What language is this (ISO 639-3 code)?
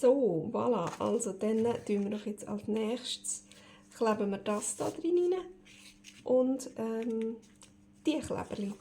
gsw